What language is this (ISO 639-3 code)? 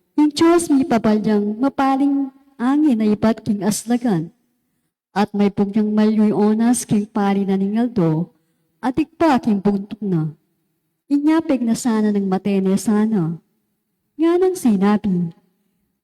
pam